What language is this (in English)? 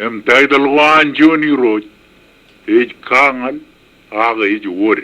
Marshallese